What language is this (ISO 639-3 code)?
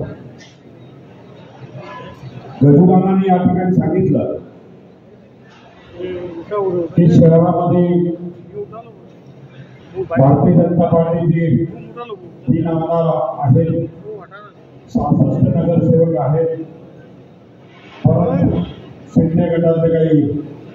mar